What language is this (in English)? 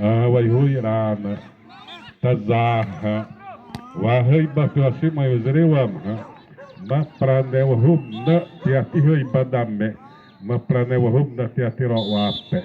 Xavánte